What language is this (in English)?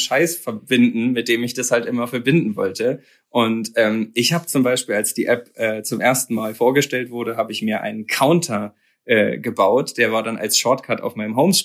German